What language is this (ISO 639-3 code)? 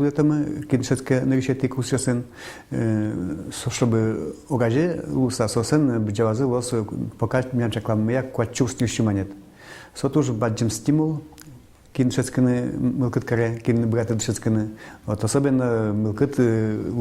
udm